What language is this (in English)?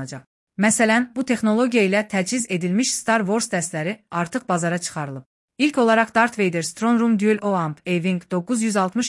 Azerbaijani